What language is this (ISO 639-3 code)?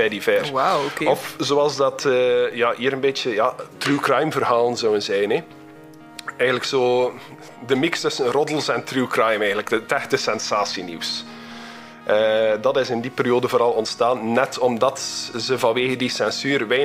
nld